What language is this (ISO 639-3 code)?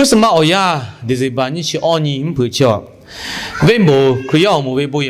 lhu